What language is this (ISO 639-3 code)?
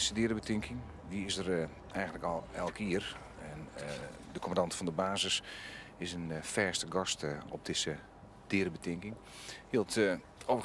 fry